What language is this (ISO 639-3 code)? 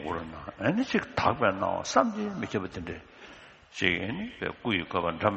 bod